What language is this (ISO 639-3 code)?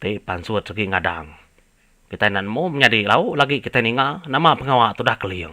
iba